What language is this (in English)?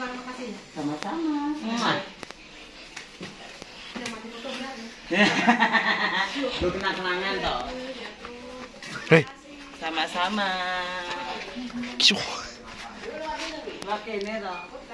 Javanese